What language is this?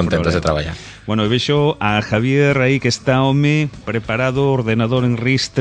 Galician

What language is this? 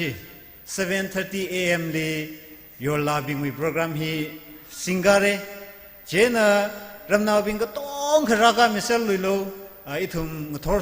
Tangkhul Naga (India)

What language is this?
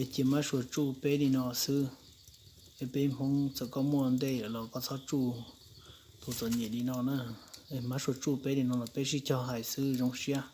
Hmong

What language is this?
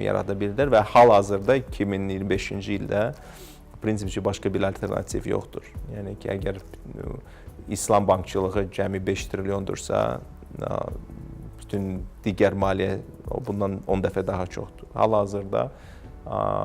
Azerbaijani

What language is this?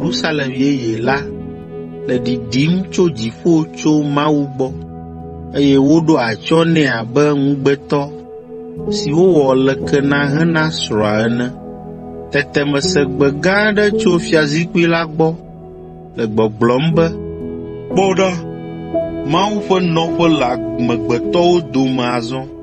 Ewe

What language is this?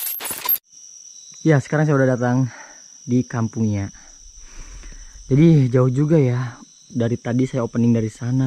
Indonesian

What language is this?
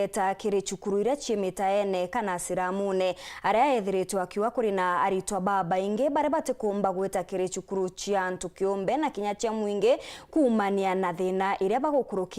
Meru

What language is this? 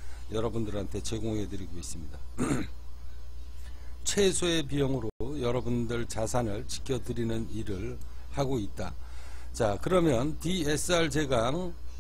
Korean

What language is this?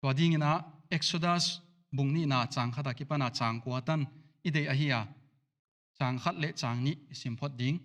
Paite Chin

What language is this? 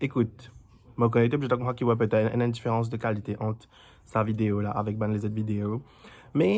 Morisyen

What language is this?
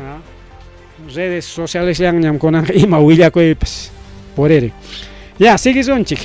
Ayacucho Quechua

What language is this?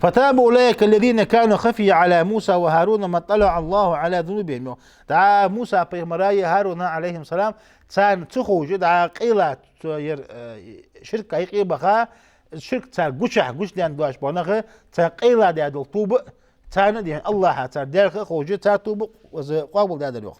Ingush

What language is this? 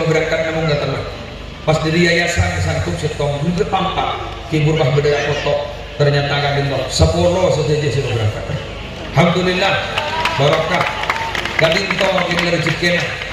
Madurese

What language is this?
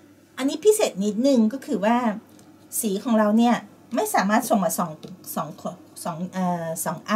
Thai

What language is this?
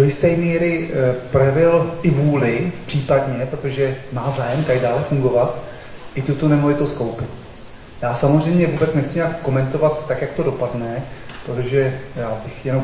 Czech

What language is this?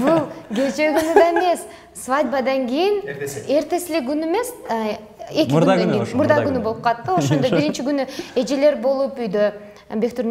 Kyrgyz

